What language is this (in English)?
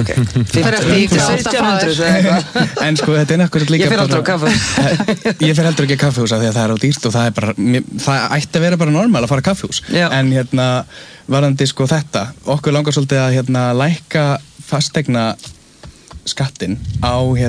Icelandic